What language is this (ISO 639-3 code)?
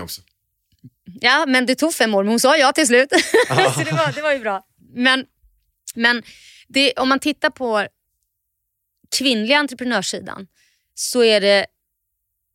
swe